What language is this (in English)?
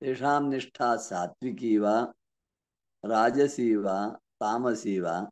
Sanskrit